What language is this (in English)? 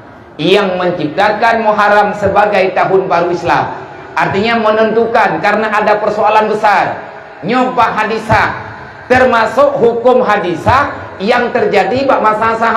Achinese